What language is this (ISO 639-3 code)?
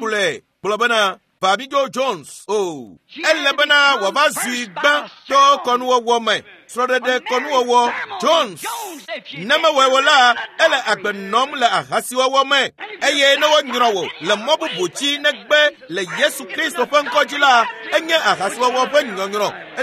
ewe